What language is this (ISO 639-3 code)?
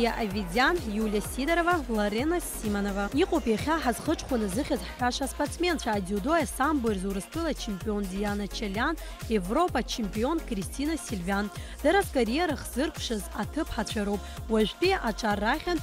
abk